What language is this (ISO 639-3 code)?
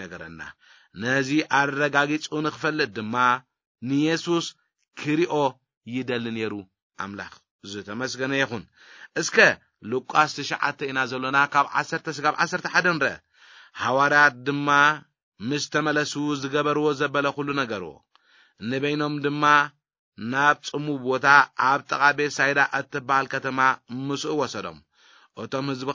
tir